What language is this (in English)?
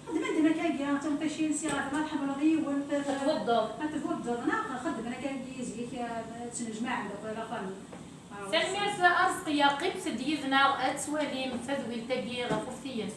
Kabyle